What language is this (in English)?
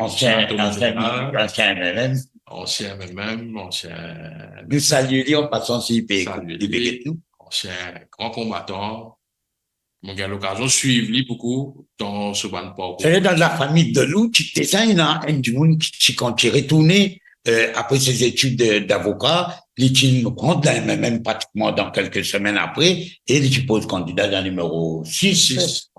Morisyen